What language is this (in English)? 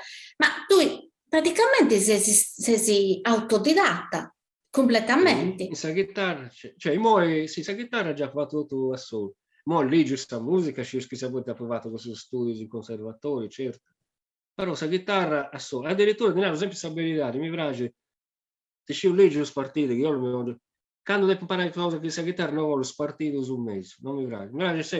Sardinian